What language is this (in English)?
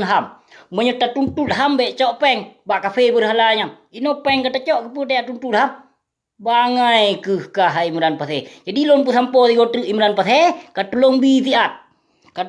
Achinese